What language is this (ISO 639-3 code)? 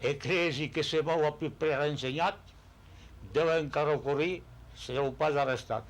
oci